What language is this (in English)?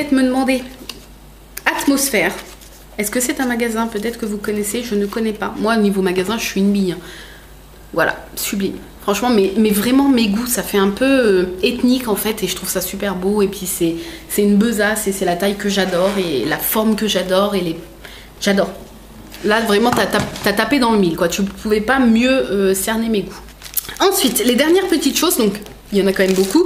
French